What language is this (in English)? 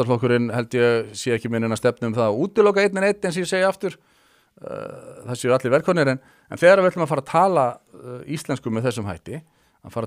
Icelandic